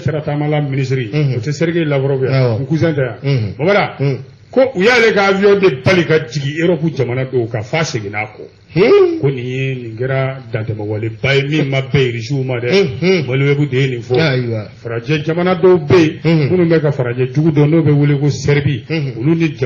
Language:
Bambara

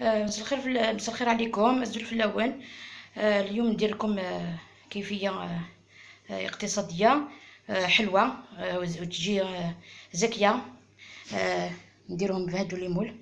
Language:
Algerian Arabic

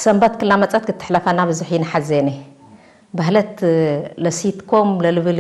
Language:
Tigre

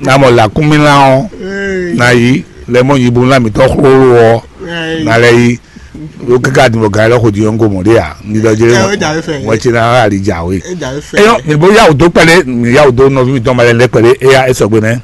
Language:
Fon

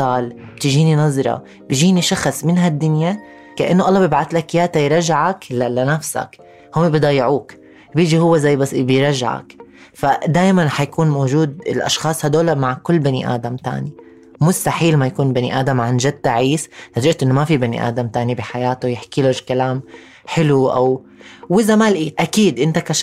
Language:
North Levantine Arabic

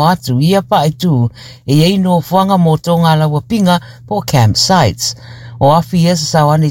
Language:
Samoan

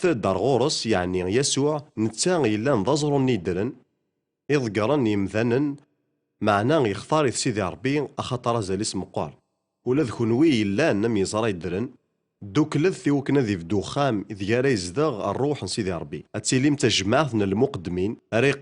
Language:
Kabyle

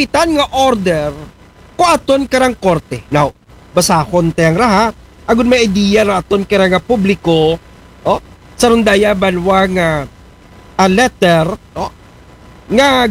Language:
Aklanon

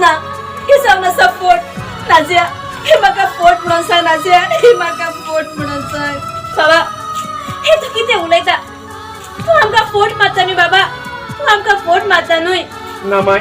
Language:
Konkani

